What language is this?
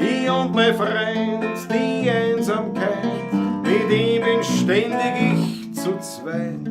Bavarian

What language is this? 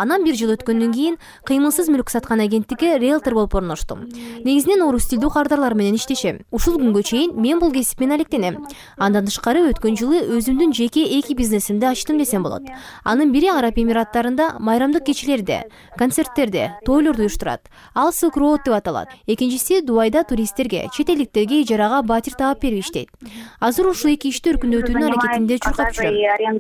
Kyrgyz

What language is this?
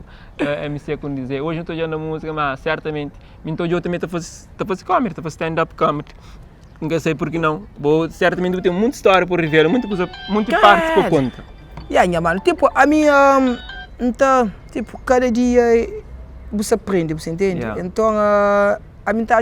Kabuverdianu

